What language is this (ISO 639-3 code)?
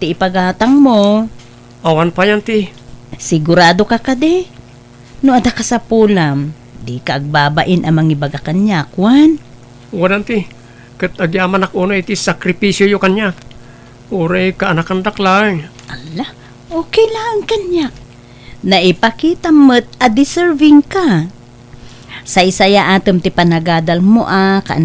ilo